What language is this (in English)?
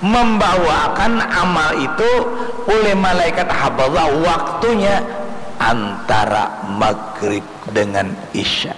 Banjar